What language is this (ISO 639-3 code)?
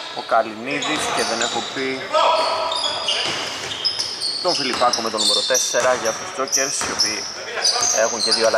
ell